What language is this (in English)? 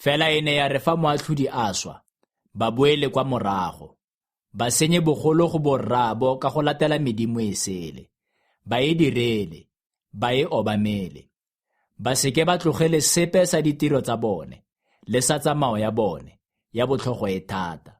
Tswana